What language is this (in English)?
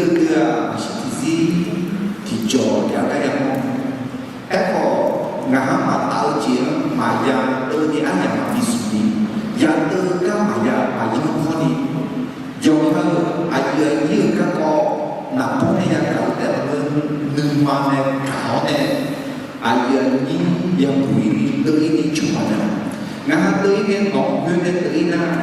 Akha